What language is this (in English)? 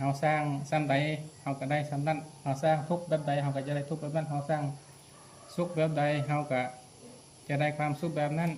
Lao